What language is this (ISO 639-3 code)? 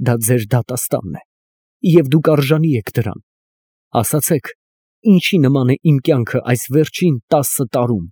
hye